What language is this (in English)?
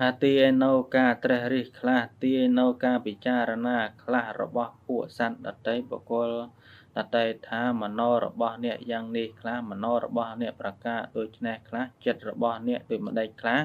Khmer